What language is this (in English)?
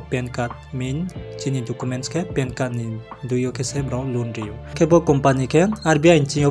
Riang (India)